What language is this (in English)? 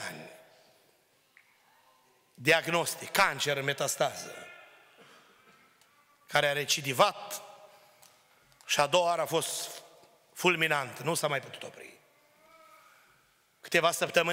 Romanian